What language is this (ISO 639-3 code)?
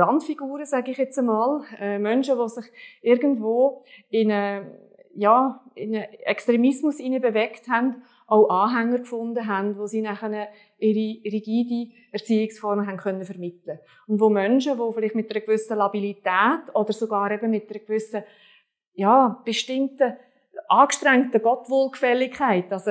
gsw